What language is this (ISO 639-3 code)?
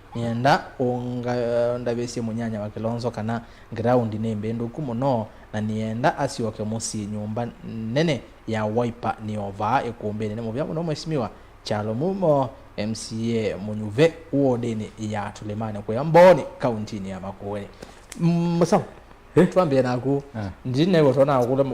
kam